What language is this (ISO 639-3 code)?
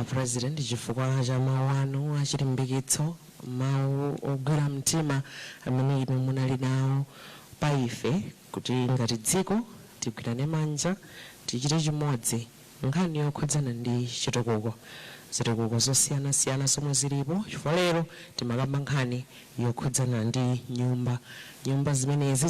nya